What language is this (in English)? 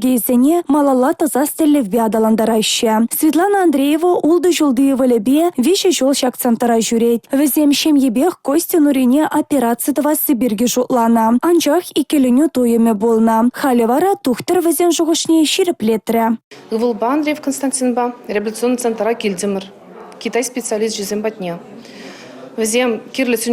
Chuvash